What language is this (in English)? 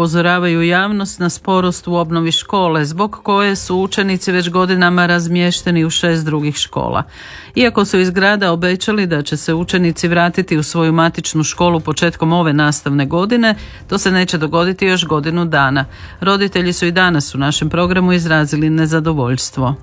Croatian